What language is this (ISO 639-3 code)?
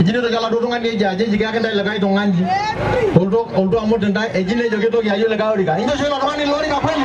mas